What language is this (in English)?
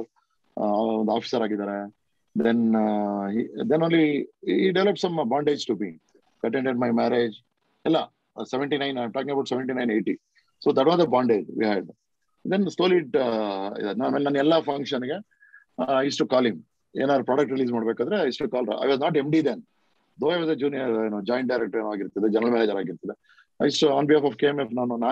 Kannada